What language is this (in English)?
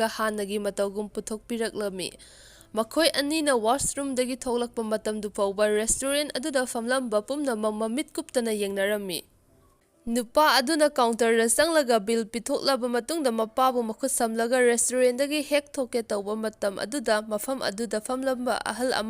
Manipuri